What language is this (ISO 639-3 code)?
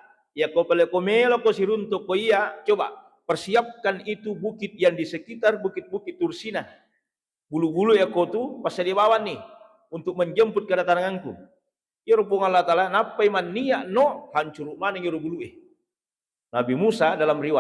bug